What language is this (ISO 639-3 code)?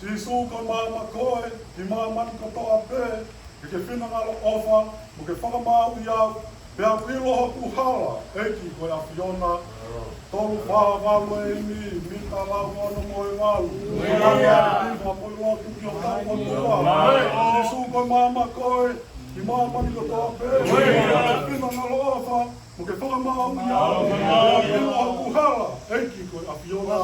ton